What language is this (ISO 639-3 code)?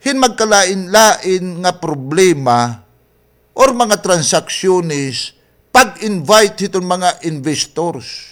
war